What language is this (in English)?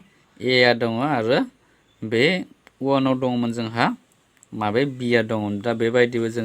Bodo